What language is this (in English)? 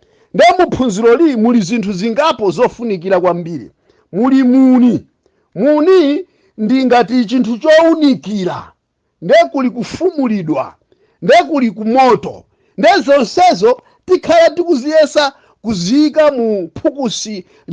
Nyanja